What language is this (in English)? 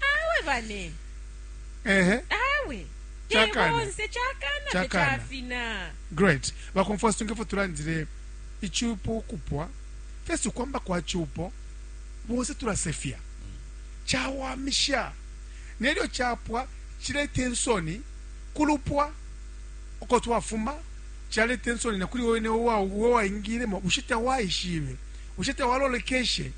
Bemba